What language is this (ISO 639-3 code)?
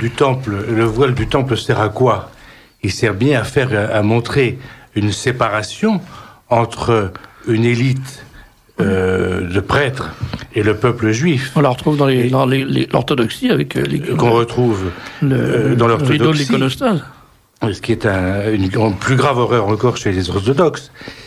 fra